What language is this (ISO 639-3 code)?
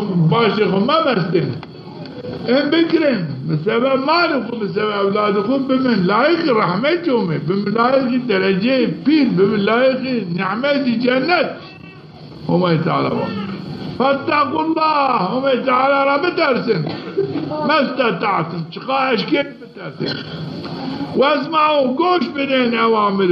zza